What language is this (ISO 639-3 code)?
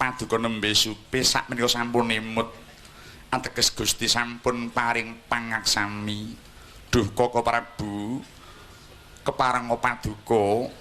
jav